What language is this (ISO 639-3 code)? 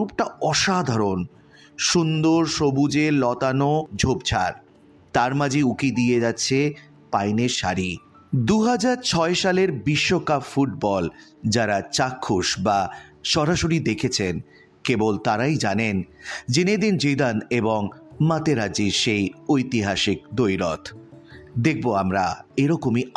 ben